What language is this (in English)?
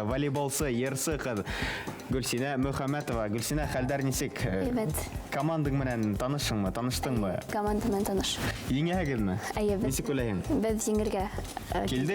Bashkir